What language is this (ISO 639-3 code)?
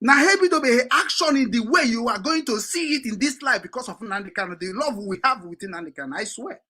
ibo